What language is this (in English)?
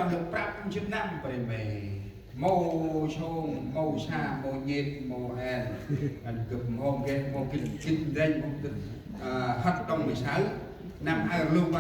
Central Mnong